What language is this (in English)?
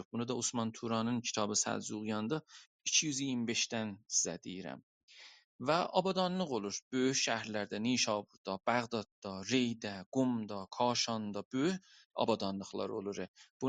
South Azerbaijani